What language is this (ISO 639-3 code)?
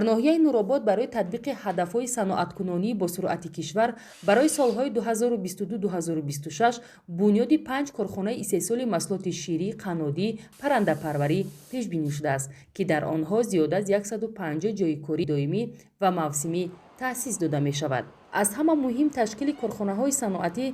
tgk